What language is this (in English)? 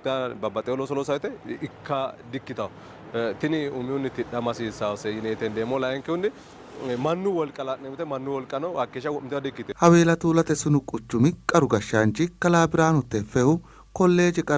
Sidamo